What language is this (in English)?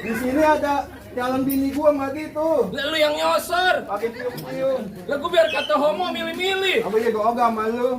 Betawi